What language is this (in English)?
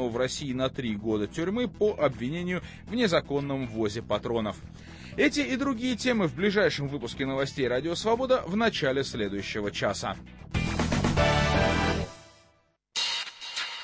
Russian